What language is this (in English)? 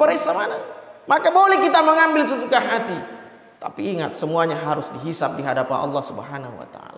Buginese